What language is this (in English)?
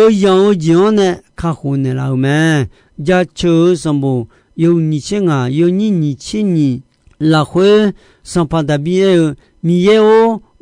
Akha